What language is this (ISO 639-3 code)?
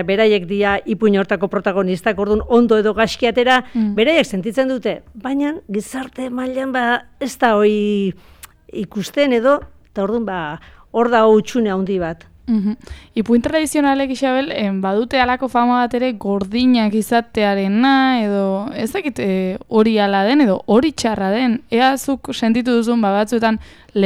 eus